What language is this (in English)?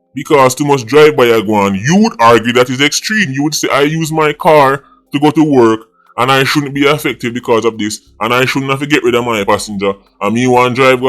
Jamaican Creole English